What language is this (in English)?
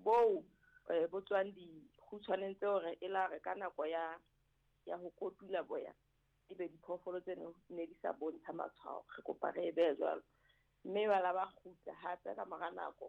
Southern Sotho